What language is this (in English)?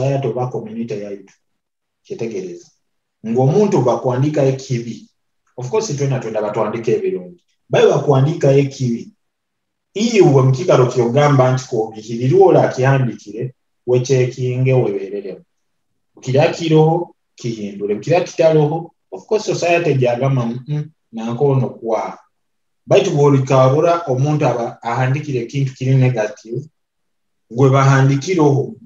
Nyoro